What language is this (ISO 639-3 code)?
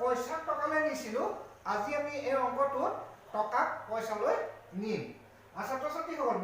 asm